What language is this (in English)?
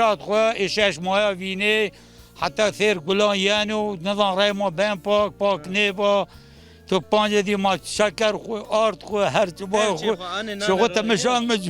Zaza